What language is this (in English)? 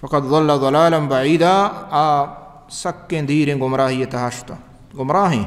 Baluchi